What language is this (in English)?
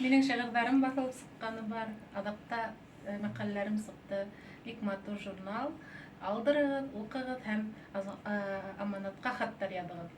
Bashkir